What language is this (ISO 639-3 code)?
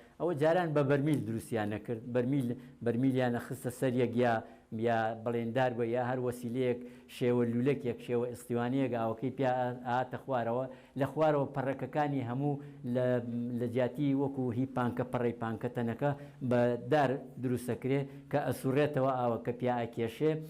ckb